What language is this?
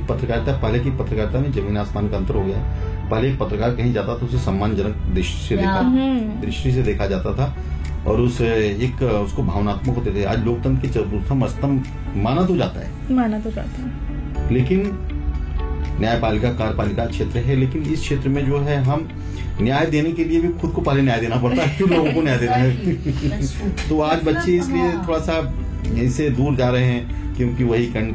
Hindi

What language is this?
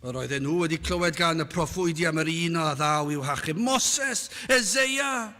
Welsh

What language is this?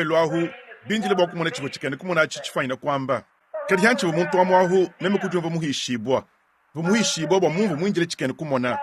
Luba-Lulua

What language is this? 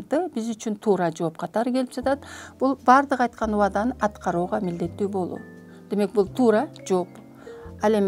Kyrgyz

